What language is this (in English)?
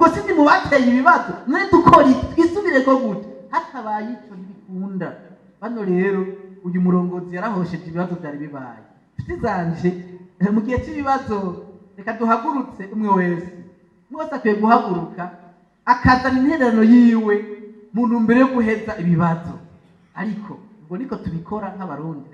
Rundi